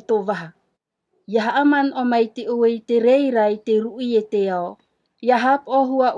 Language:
Tahitian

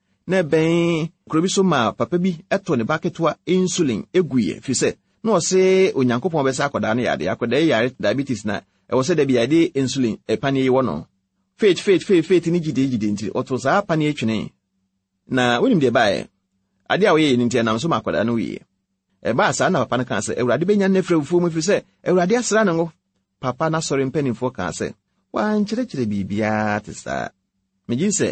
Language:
Akan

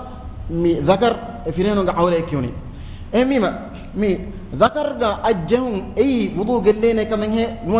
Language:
Divehi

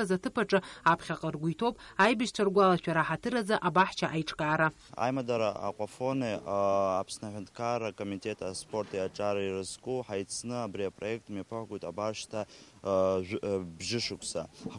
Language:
Abkhazian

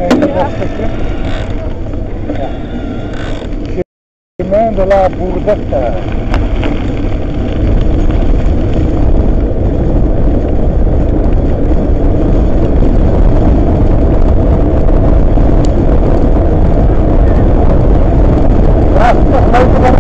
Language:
Dutch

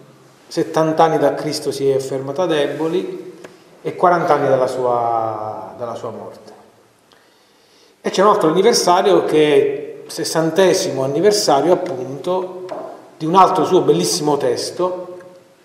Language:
Italian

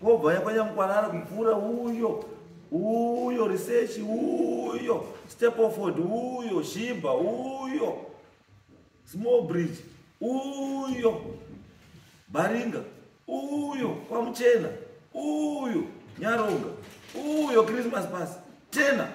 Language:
Shona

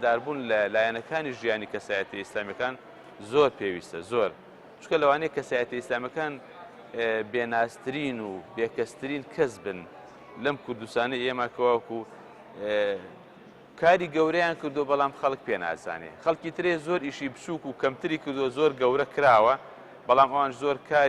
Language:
Central Kurdish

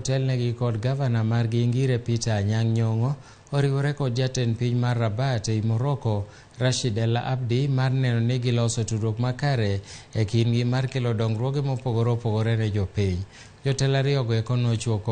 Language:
Luo (Kenya and Tanzania)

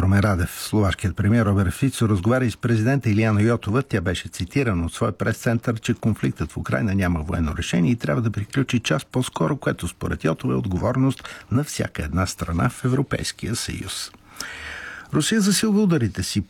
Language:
Bulgarian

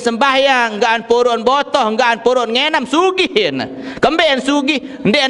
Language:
Sasak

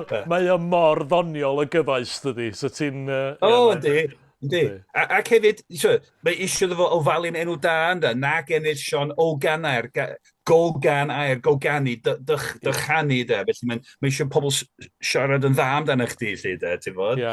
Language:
Welsh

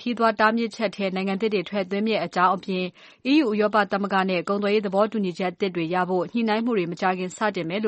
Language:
Burmese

